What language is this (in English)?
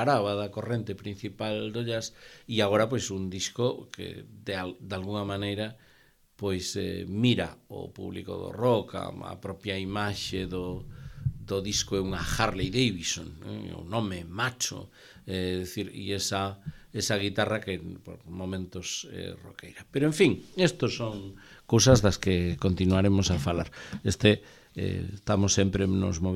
Galician